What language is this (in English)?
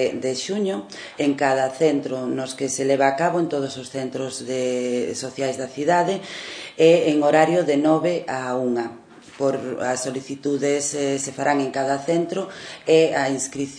Galician